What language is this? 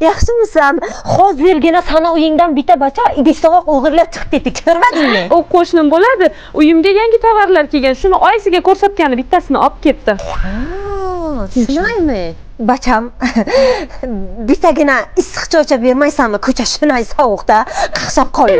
Uzbek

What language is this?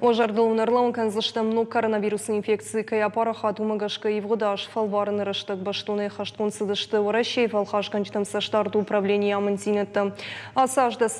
Ossetic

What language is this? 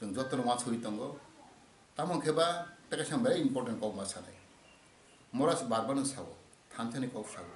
Kok Borok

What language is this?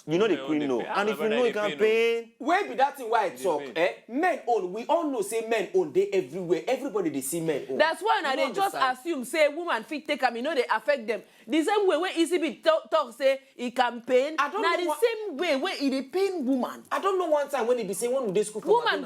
Nigerian Pidgin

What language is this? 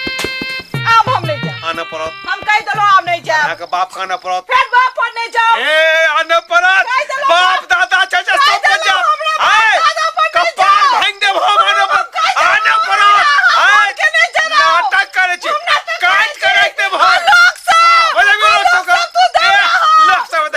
Maithili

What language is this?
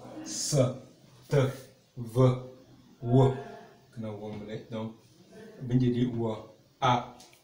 Tem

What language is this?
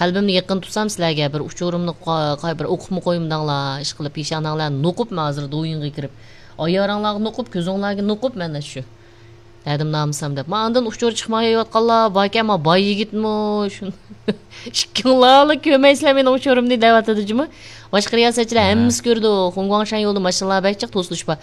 Uyghur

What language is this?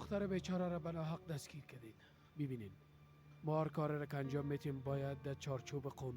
Persian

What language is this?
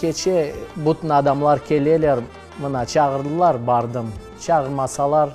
Crimean Tatar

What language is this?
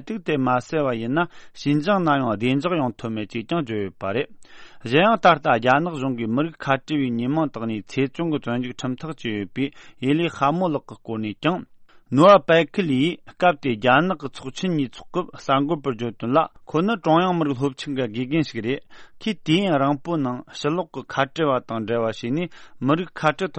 Tibetan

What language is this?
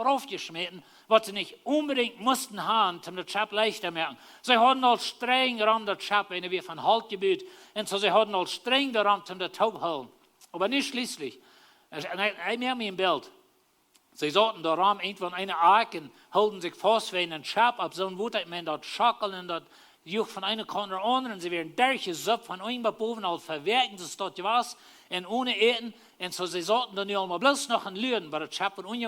Plautdietsch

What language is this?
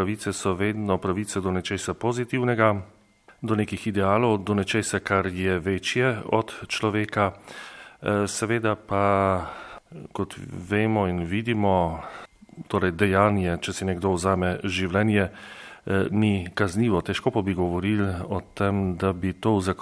Slovenian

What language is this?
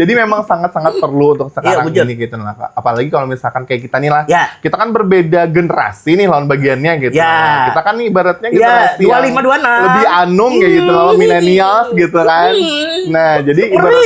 Banjar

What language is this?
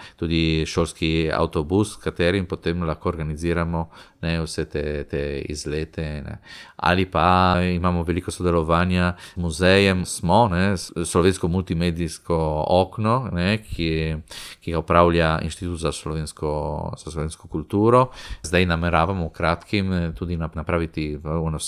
Slovenian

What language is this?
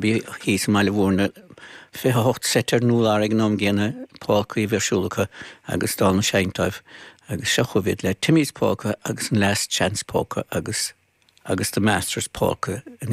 Irish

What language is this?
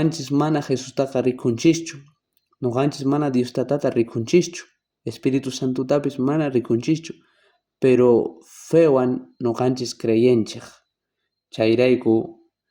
South Bolivian Quechua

